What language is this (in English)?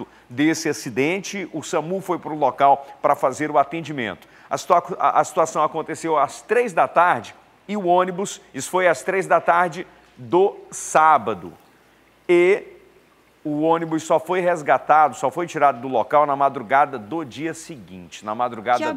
Portuguese